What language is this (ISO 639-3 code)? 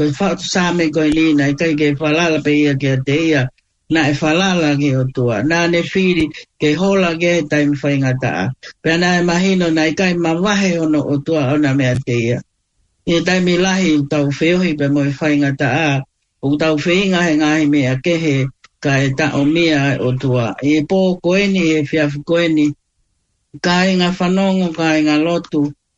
ton